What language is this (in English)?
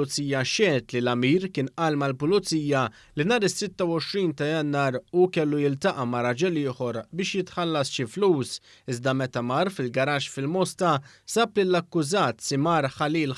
Maltese